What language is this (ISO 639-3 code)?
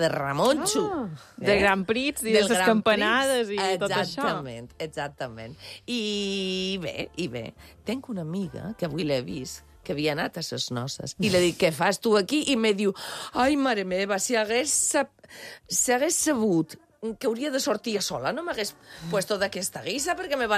cat